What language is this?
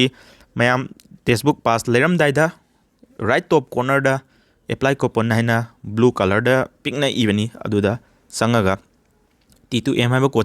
Manipuri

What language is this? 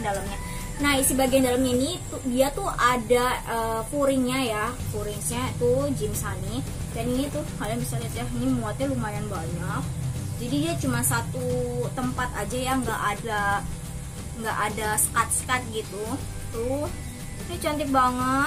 Indonesian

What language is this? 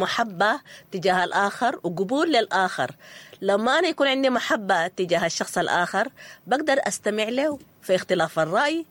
Sudanese Arabic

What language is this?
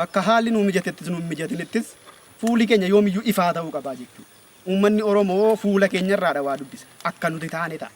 Oromo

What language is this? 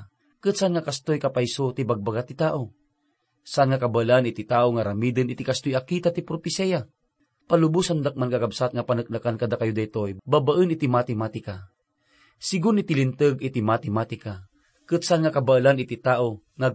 Iloko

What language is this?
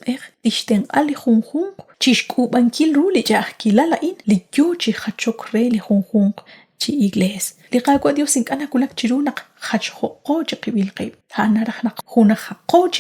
Kekchí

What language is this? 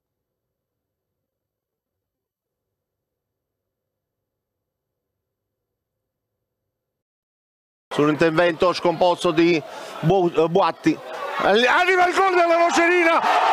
Italian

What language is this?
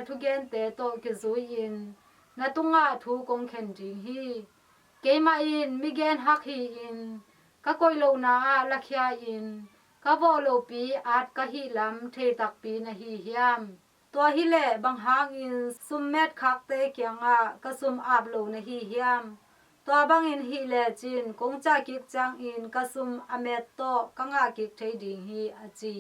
Tedim Chin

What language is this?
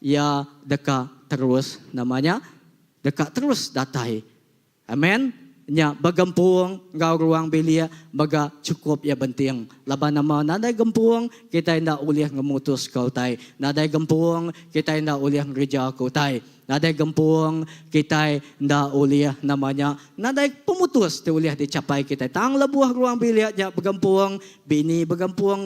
Iban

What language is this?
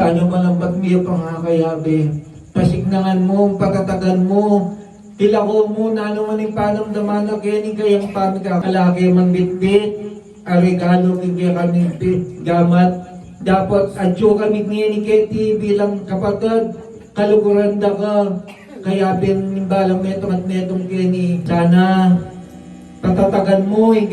Pampanga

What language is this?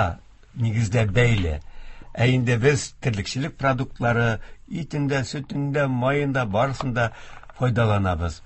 Tatar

